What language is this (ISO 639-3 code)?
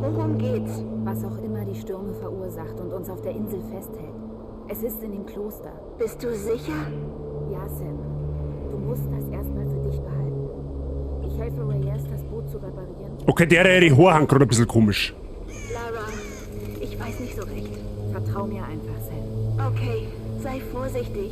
bar